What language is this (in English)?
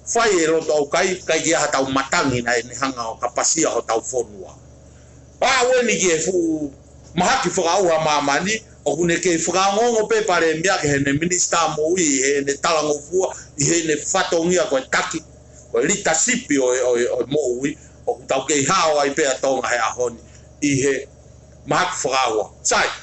Tongan